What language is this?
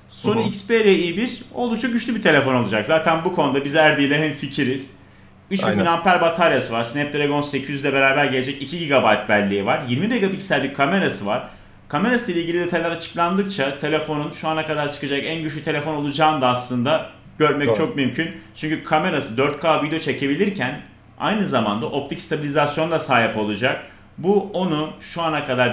Turkish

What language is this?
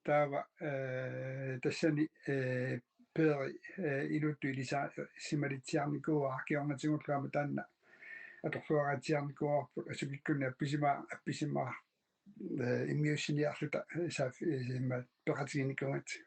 Kalaallisut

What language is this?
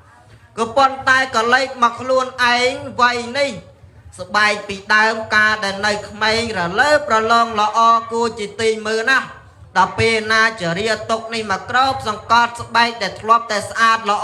Khmer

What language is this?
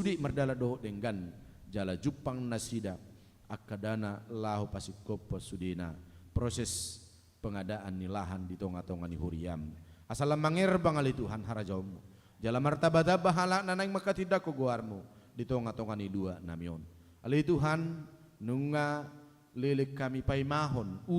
Batak Toba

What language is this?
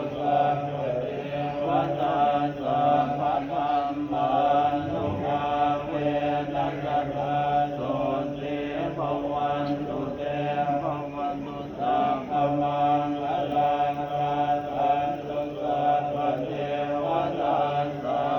Pali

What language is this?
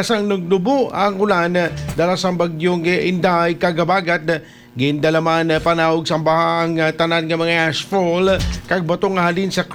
Hiligaynon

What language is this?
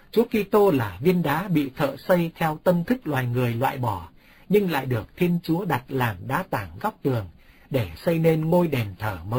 Vietnamese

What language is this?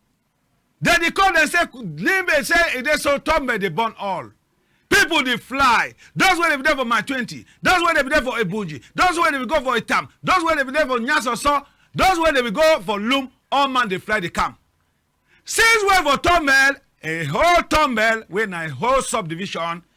Cameroon Pidgin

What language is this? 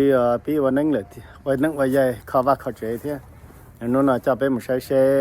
Hmong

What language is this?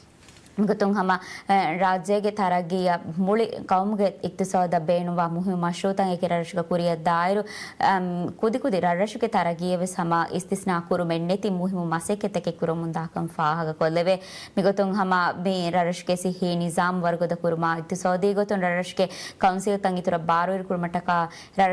Divehi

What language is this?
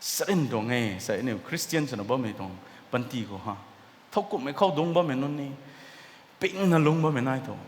Rongmei Naga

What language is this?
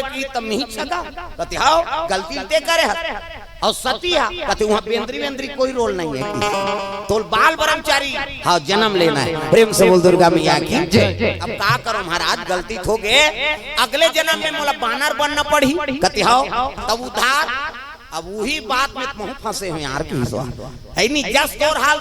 Chhattisgarhi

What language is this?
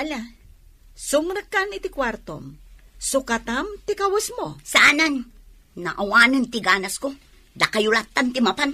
Iloko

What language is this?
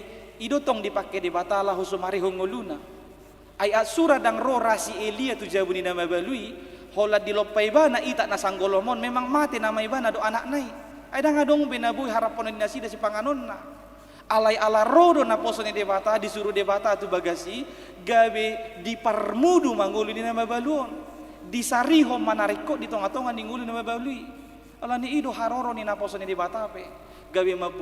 Batak Toba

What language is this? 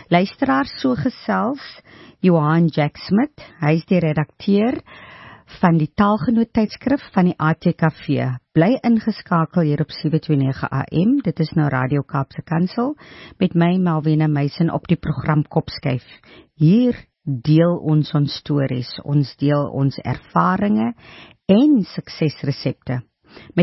Afrikaans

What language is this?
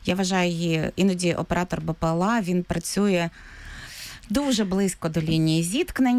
Ukrainian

